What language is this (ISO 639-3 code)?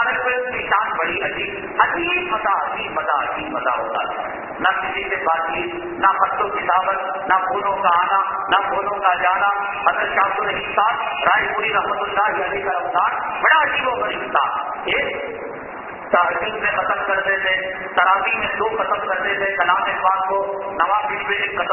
urd